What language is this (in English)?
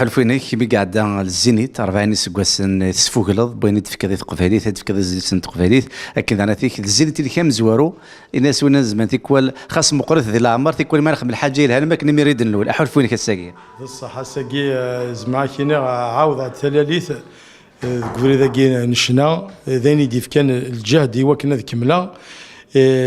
Kabyle